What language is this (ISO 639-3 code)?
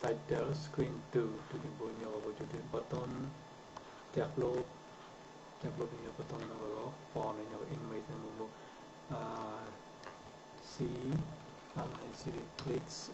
mnw